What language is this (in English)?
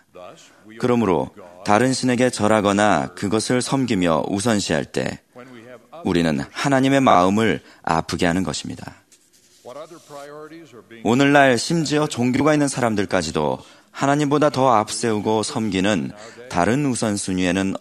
Korean